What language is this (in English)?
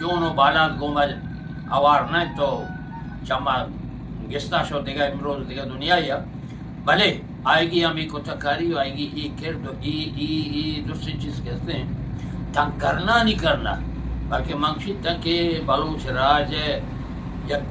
Eastern Balochi